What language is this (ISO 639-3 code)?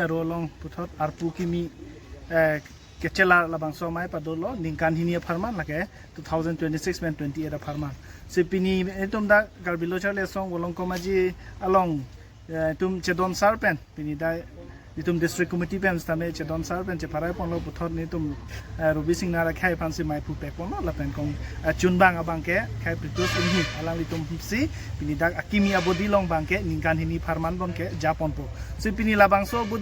mjw